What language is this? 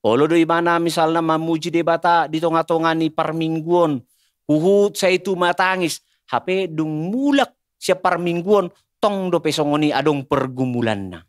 Batak Toba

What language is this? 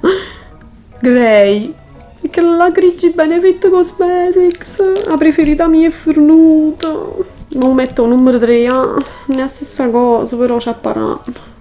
Neapolitan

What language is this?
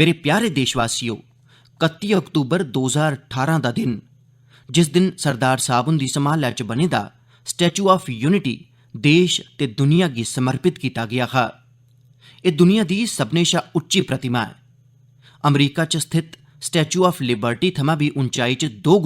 Dogri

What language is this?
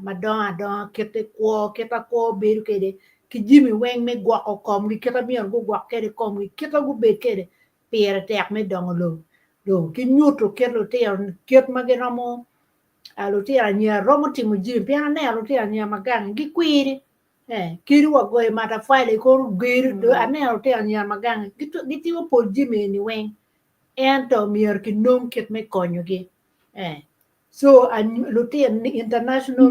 Acoli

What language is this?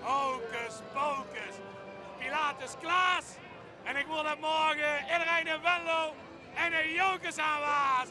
Limburgish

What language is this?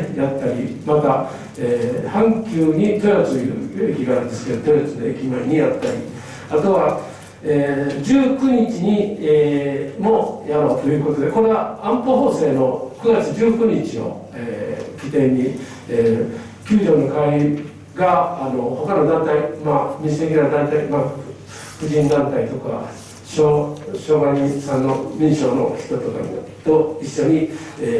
Japanese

